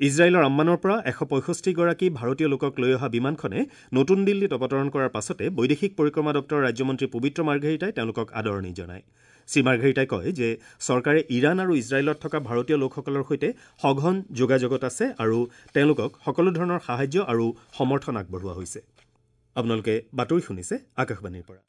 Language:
Assamese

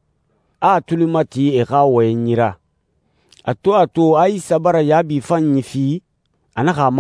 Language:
Susu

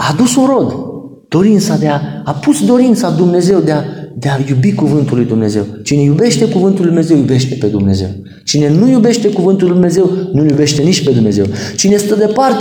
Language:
Romanian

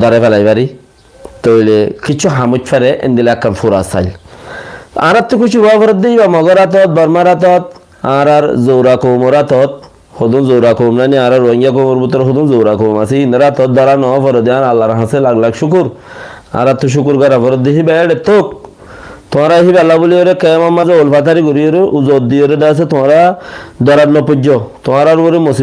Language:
Rohingya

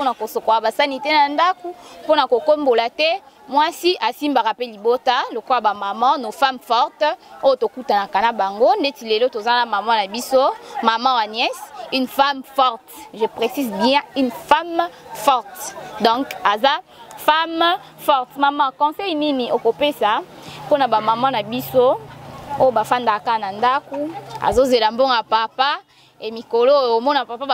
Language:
Lingala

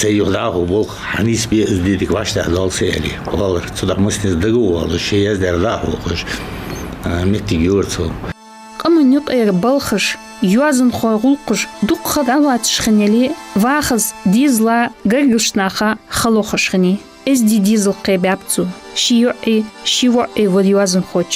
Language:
Ingush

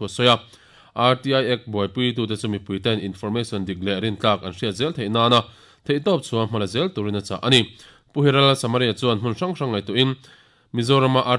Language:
Mizo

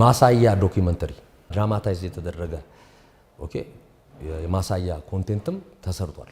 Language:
Amharic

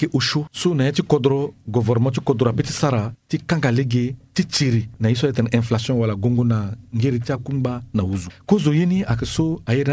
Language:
Sango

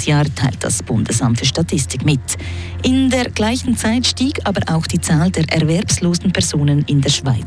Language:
German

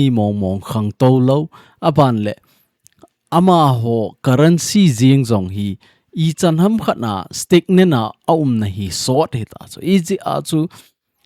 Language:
Thado Chin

